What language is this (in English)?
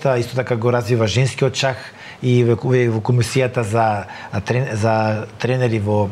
Macedonian